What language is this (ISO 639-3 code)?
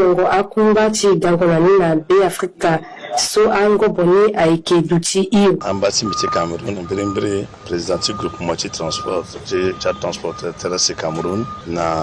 sag